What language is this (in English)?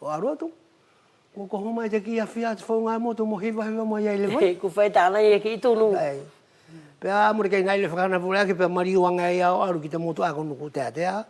Wallisian